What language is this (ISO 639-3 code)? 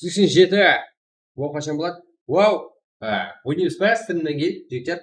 kaa